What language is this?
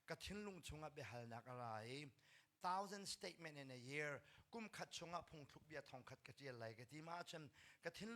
Hakha Chin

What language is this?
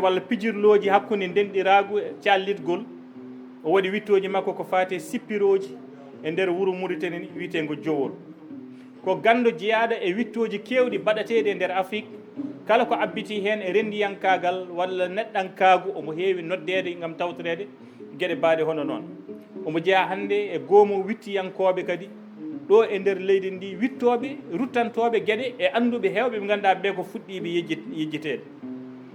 Fula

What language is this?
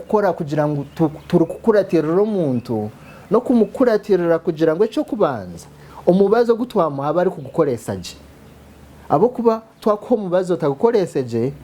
Nyankole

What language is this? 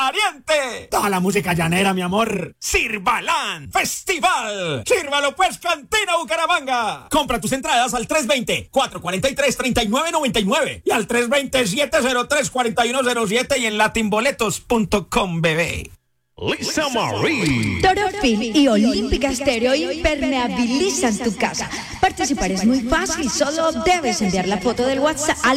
Spanish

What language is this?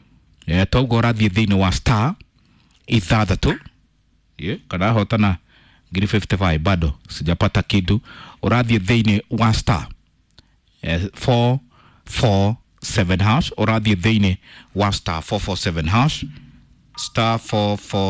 Kikuyu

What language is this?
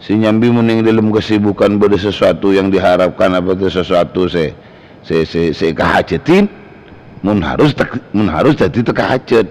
Madurese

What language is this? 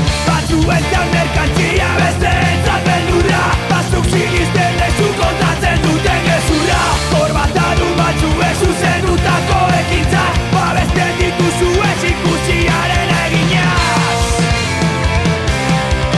Basque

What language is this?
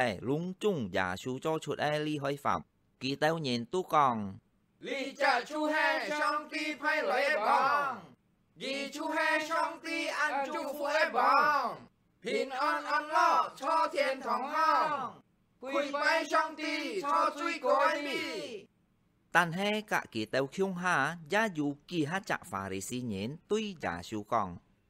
Hakka Chinese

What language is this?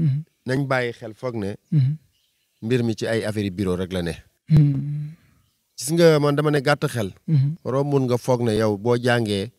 Wolof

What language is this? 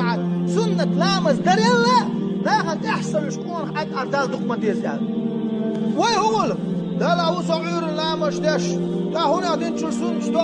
Chechen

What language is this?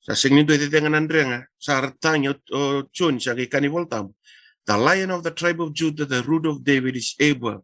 Fijian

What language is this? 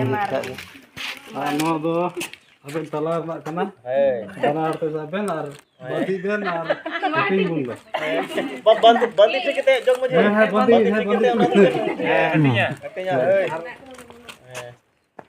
Santali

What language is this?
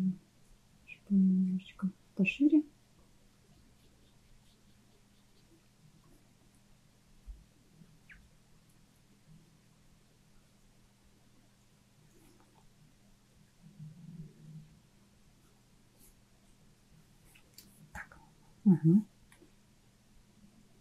Russian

